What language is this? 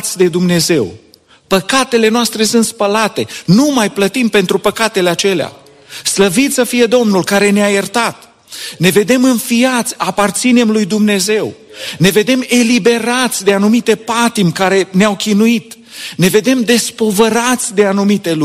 Romanian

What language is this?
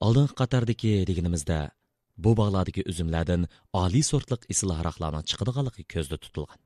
Uyghur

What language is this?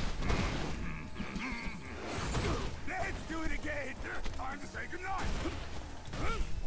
English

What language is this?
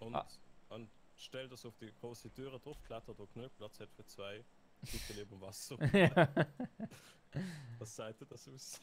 Swiss German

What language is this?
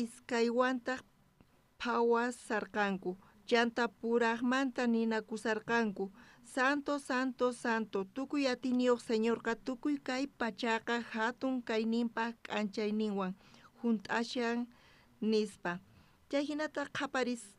South Bolivian Quechua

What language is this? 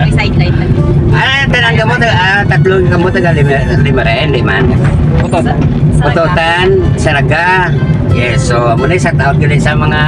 Hiligaynon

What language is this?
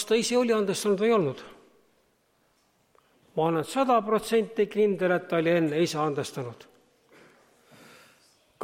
Estonian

